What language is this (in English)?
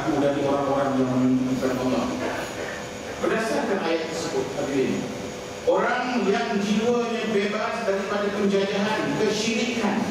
Malay